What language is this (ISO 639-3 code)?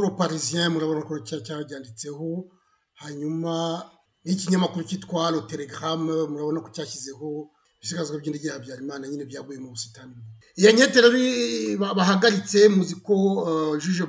kin